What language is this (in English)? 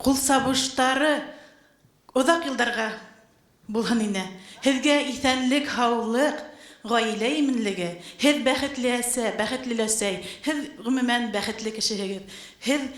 Bashkir